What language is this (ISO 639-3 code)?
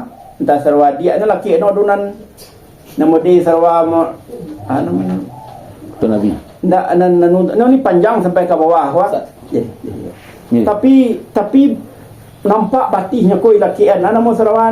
min